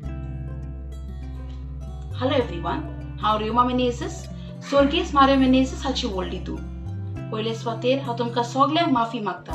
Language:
Konkani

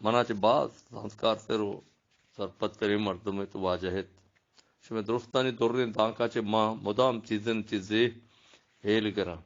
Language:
Eastern Balochi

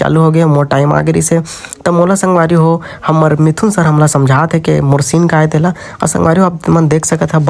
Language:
Chhattisgarhi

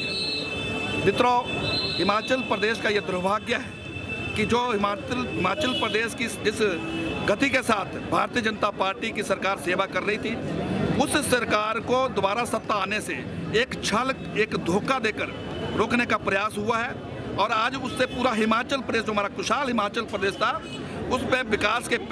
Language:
Hindi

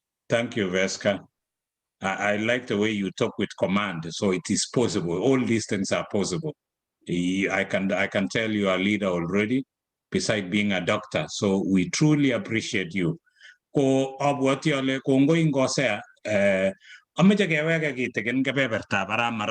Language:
Kalenjin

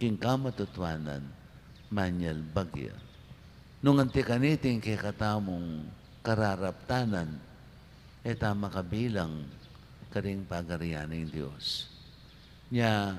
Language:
Pampanga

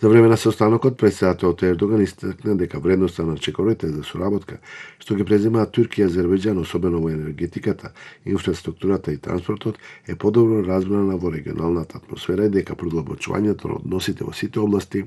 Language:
Macedonian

